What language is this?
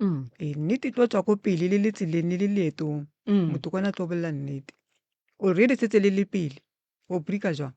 Northern Sotho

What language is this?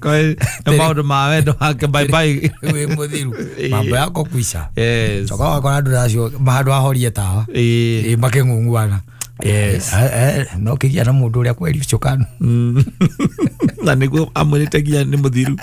Kikuyu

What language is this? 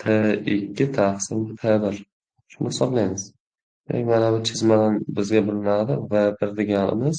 Uzbek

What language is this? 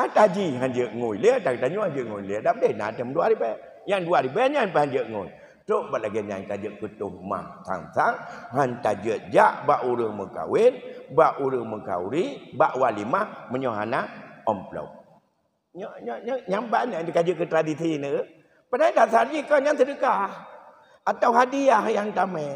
Achinese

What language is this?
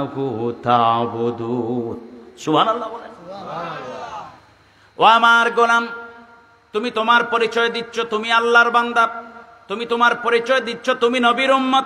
Bangla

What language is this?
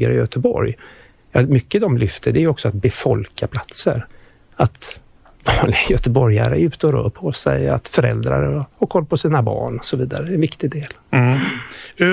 Swedish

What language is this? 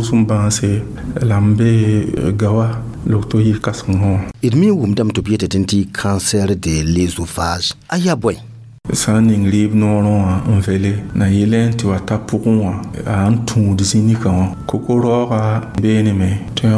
Mossi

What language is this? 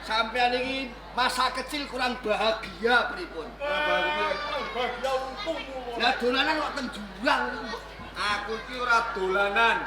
Javanese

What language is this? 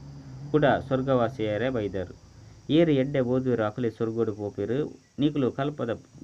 Tulu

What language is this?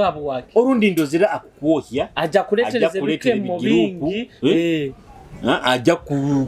Nyoro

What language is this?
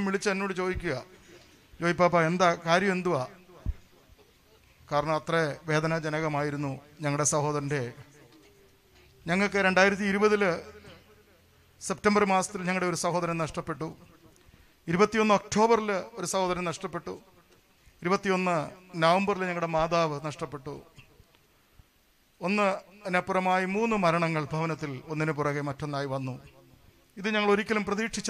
Malayalam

